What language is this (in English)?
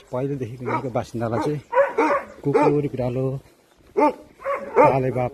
Nepali